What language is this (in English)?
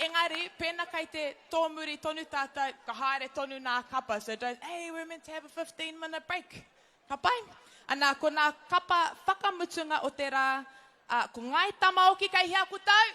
Māori